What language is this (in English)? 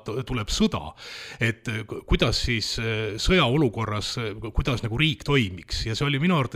Estonian